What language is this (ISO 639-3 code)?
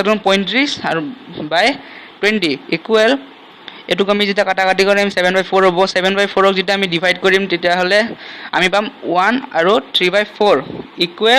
asm